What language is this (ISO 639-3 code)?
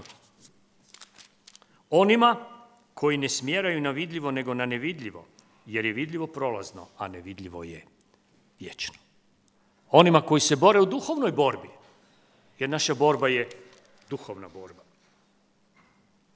hrv